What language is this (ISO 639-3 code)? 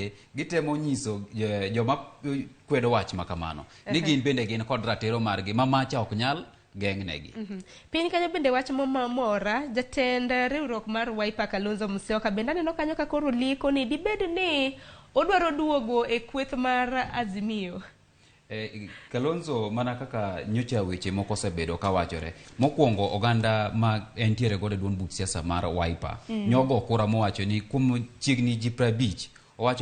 luo